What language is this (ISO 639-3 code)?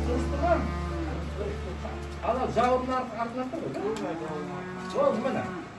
kaz